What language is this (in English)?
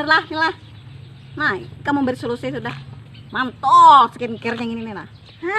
Banjar